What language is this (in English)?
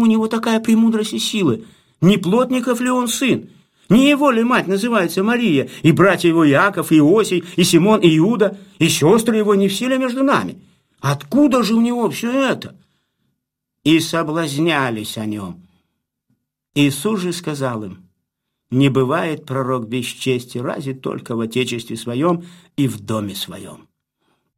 Russian